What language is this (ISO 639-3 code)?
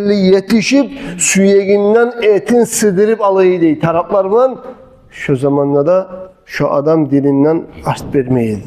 kum